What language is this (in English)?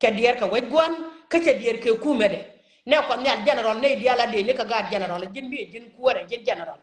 Nuer